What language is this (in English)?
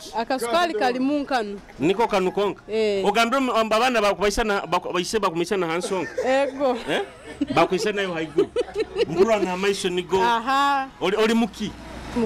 Nyoro